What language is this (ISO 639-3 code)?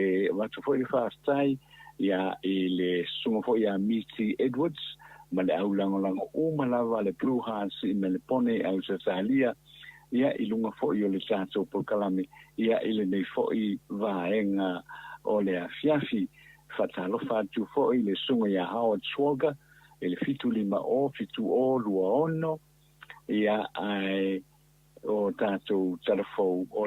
smo